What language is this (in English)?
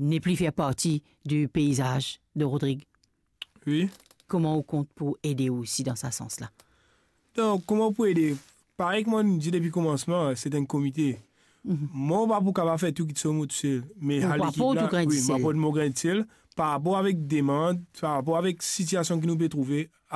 Morisyen